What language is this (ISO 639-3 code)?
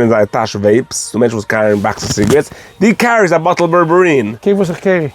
yid